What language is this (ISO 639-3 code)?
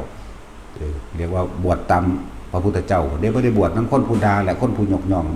lao